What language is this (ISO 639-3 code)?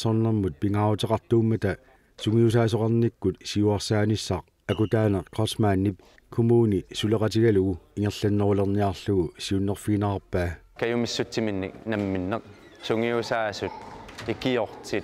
kal